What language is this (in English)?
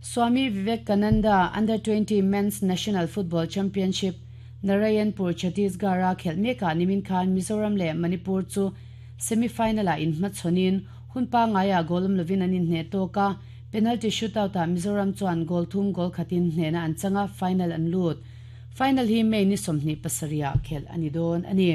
Mizo